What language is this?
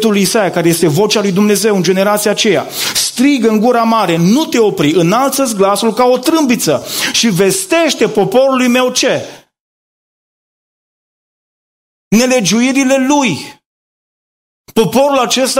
Romanian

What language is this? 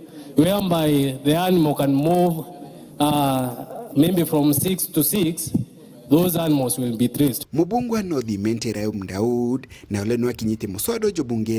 Meru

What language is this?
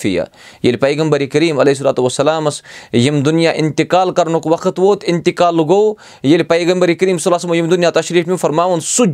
Kashmiri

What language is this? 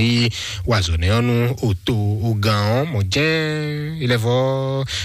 Fon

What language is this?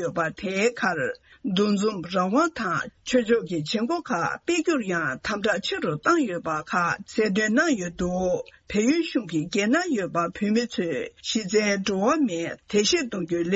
Tibetan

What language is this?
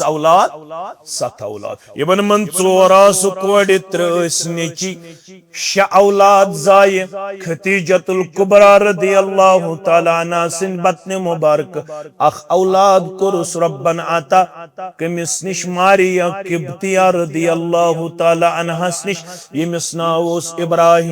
Kashmiri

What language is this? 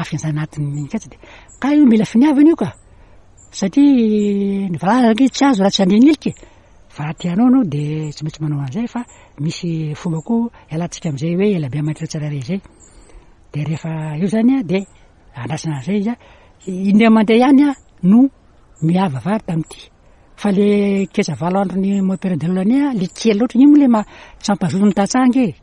Malagasy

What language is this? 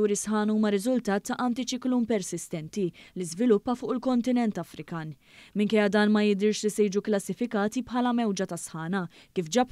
Maltese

